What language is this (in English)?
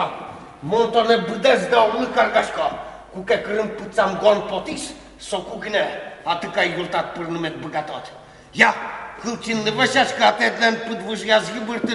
Udmurt